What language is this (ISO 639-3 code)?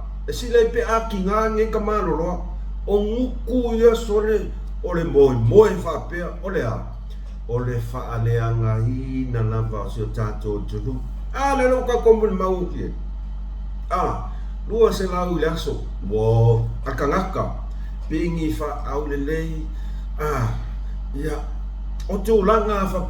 smo